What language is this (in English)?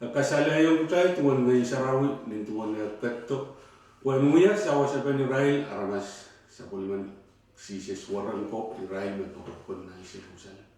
Pohnpeian